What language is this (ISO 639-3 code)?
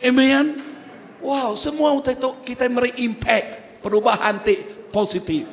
iba